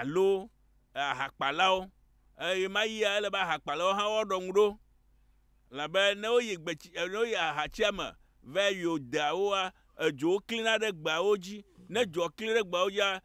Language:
Ewe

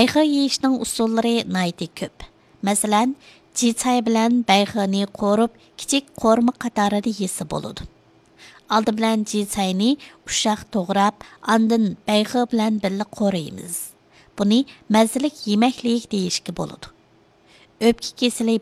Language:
Uyghur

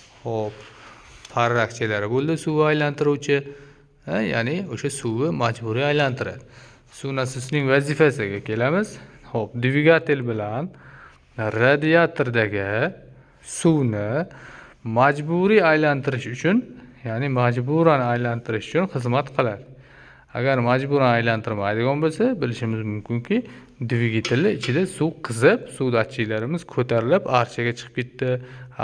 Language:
Uzbek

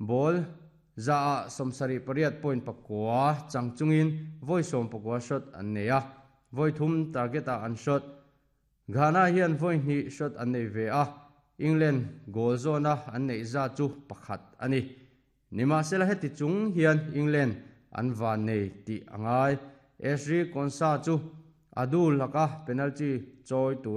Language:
Mizo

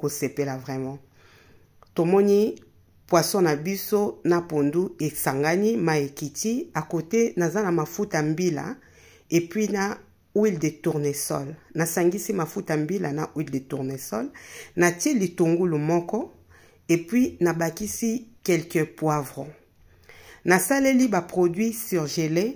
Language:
Lingala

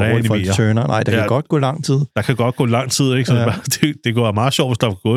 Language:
Danish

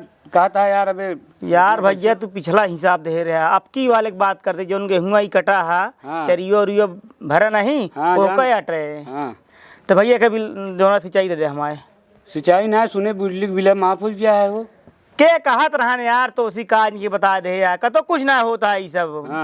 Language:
Awadhi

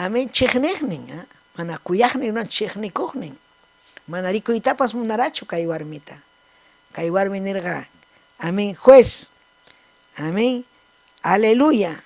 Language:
Ayacucho Quechua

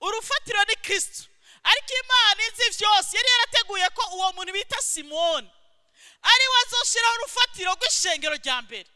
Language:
Rundi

